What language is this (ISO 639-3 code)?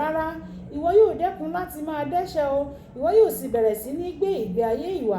yor